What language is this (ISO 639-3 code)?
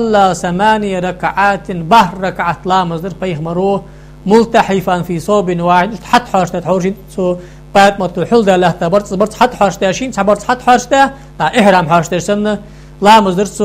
inh